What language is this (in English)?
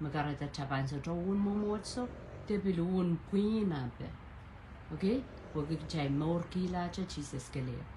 Pohnpeian